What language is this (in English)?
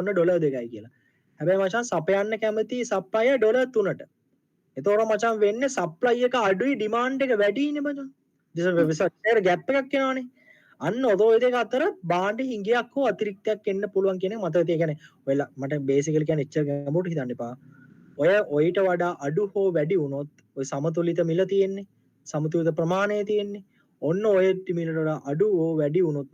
Sinhala